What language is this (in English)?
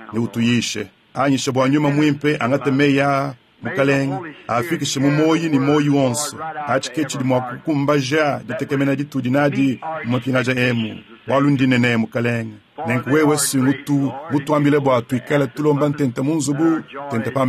Luba-Lulua